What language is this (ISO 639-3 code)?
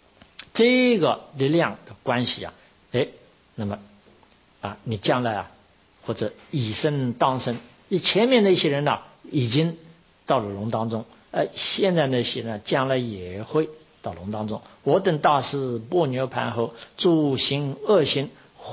zho